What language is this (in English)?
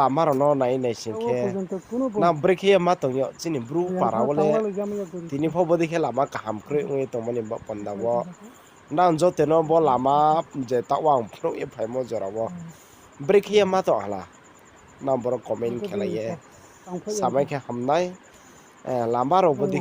Riang (India)